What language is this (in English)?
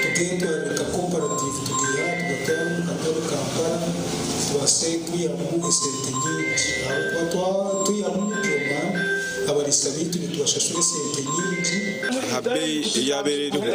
Nyankole